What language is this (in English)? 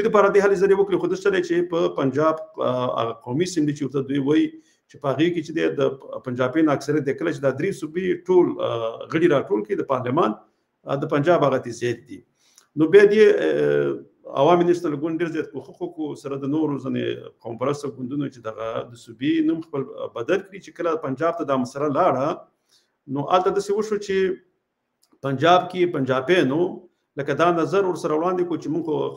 Pashto